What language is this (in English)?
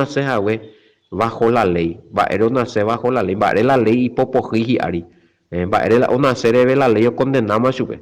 Guarani